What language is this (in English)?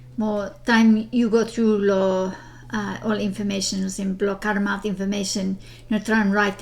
Bislama